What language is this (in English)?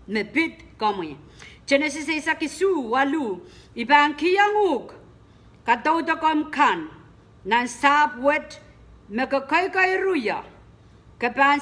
Pohnpeian